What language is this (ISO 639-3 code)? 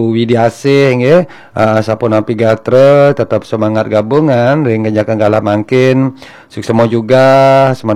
ban